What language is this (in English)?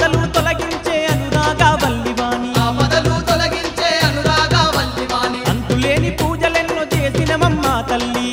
Telugu